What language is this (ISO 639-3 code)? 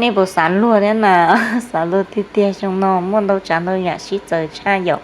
hmn